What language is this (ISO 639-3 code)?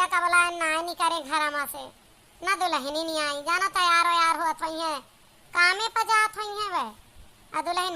awa